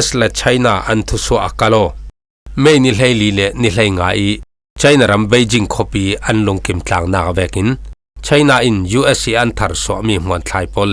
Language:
Falam Chin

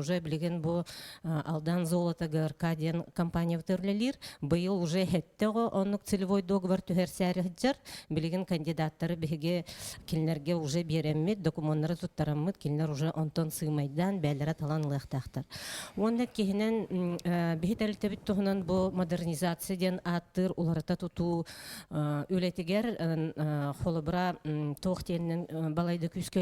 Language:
Yakut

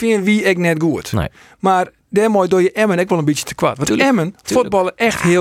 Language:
Western Frisian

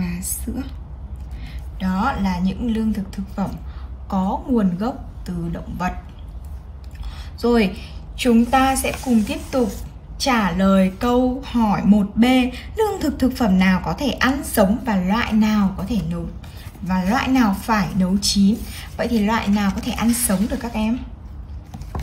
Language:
Vietnamese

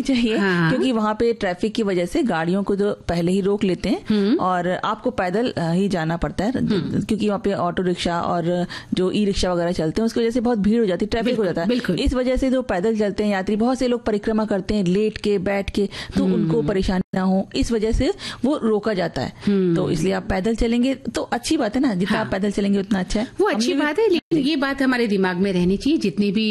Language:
Hindi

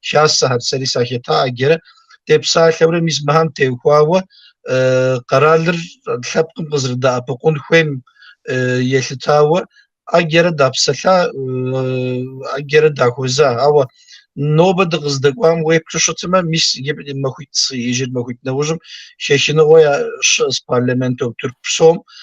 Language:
Kabardian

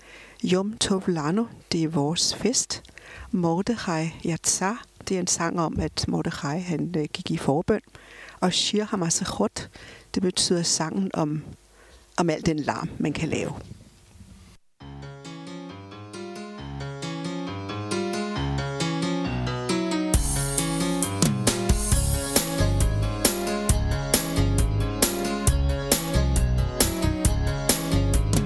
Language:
Danish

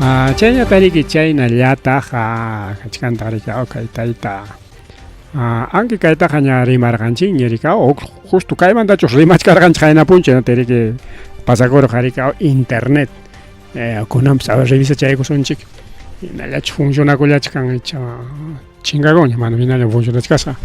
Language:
Ayacucho Quechua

